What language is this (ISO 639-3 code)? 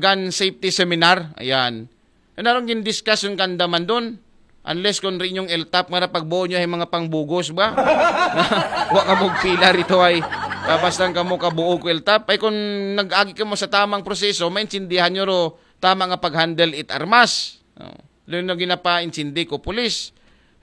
akl